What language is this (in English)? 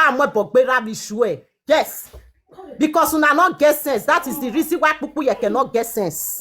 Nigerian Pidgin